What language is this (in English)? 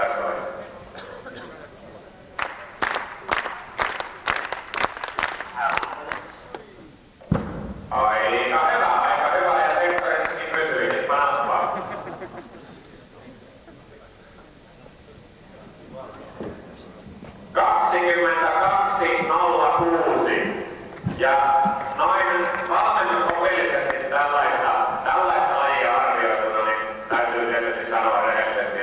Finnish